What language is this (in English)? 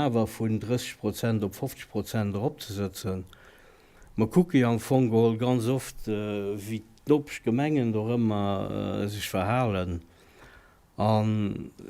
Luxembourgish